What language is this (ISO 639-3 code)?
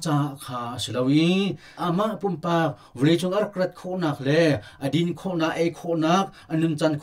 cnh